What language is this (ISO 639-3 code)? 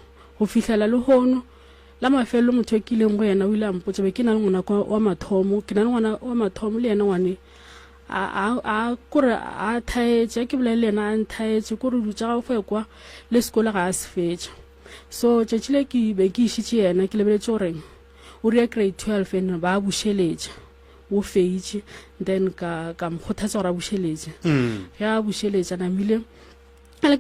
nso